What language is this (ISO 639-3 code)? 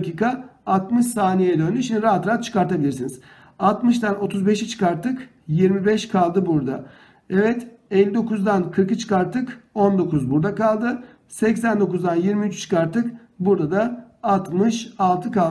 tur